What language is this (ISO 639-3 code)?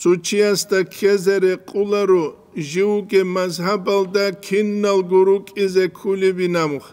ava